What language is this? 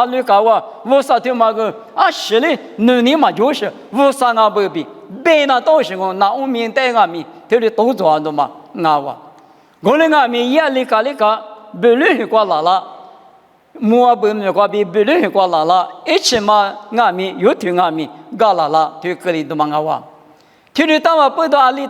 Lisu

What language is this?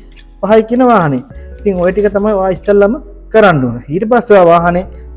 Sinhala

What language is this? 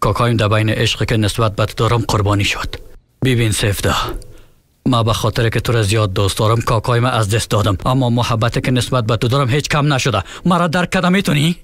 Persian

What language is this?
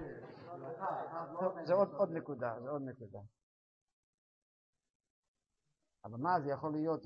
Hebrew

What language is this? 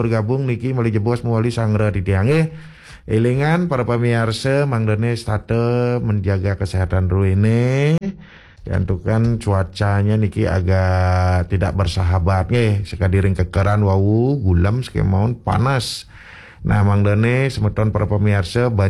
Balinese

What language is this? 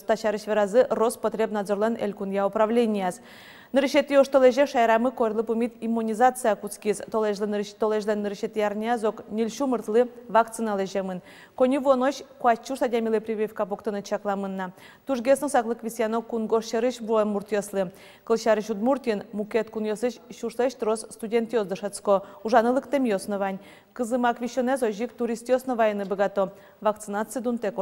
Udmurt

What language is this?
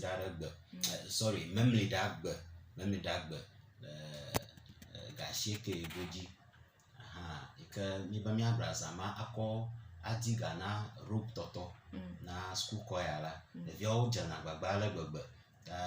Ewe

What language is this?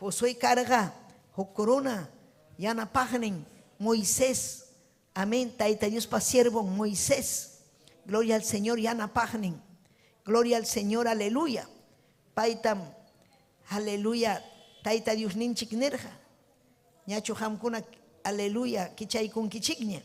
Ayacucho Quechua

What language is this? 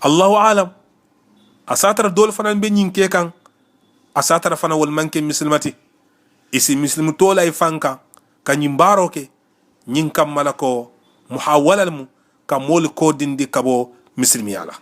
Mandingo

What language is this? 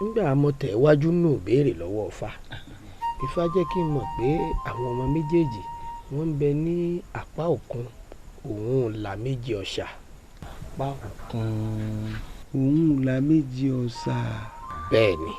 Yoruba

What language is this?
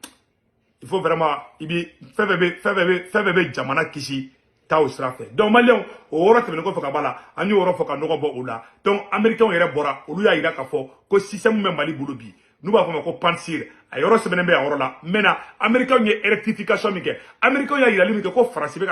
Bambara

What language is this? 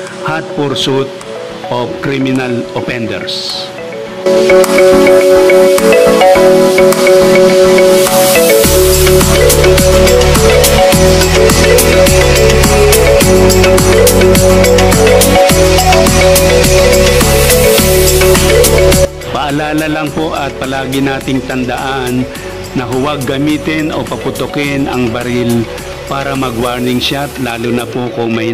Filipino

